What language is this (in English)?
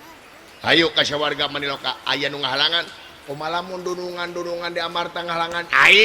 Sundanese